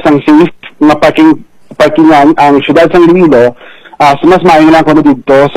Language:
Hiligaynon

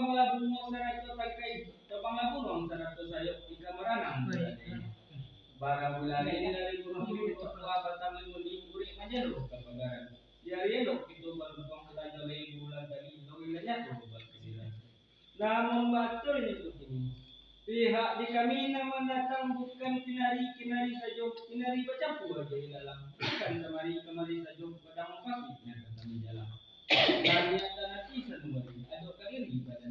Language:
Minangkabau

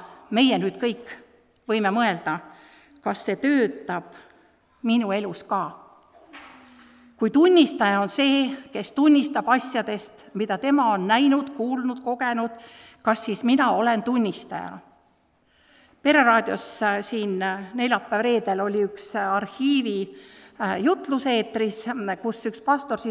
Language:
Estonian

